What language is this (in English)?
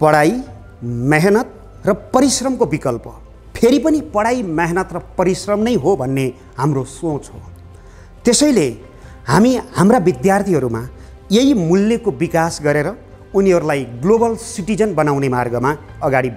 Nepali